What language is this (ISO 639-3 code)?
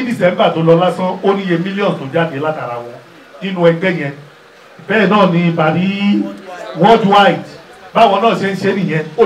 yor